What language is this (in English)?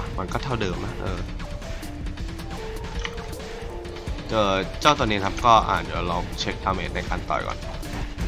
Thai